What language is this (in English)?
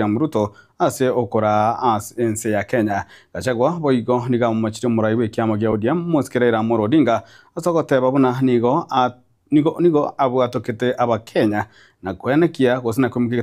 Gusii